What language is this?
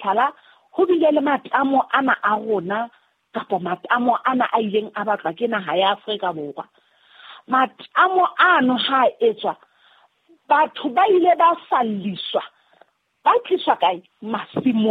Southern Sotho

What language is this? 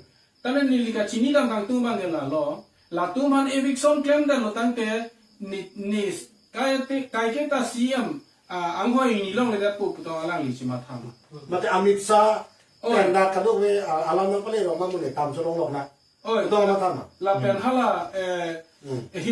Karbi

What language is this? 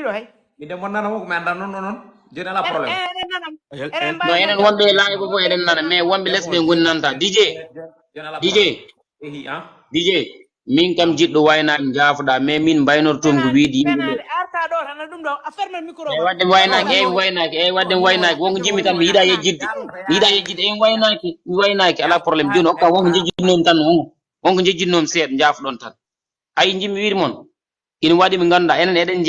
Fula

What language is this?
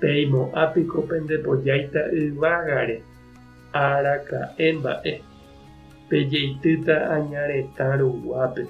Guarani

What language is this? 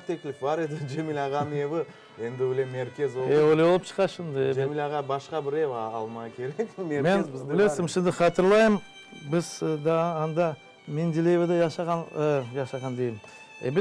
Crimean Tatar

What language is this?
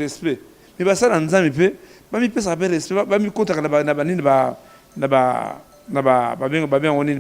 Lingala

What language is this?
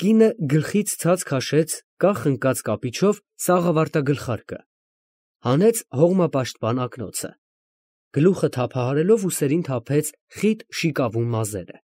Armenian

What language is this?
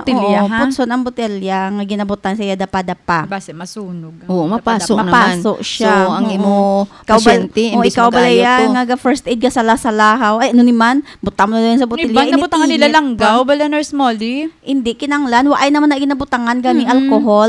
Hiligaynon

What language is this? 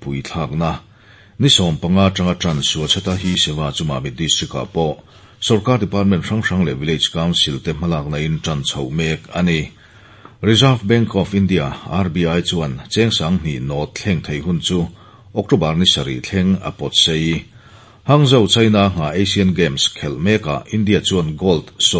Mizo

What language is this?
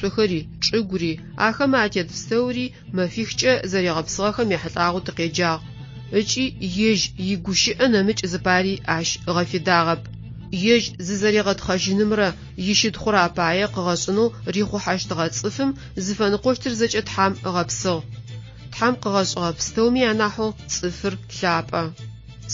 Adyghe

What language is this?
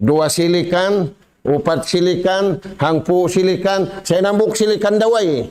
Tausug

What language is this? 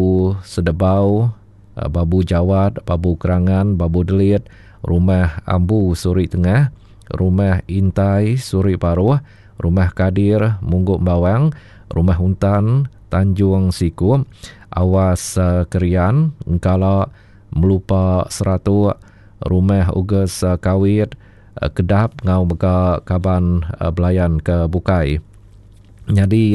Iban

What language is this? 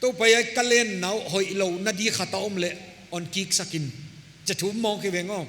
Paite Chin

